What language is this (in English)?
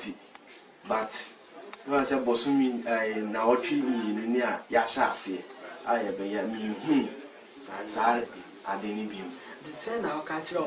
Akan